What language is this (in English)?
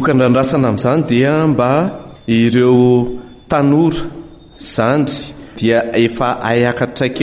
Malagasy